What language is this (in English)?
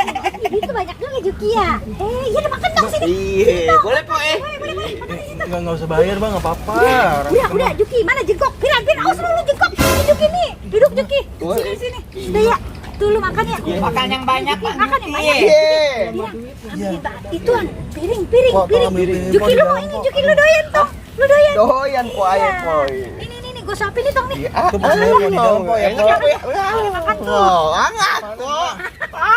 Betawi